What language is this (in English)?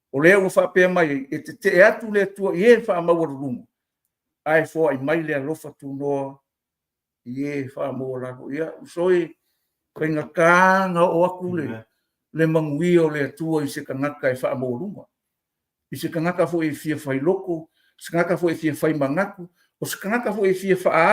Samoan